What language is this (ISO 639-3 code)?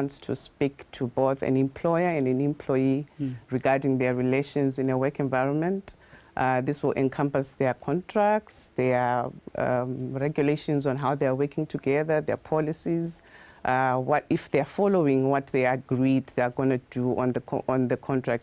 tsn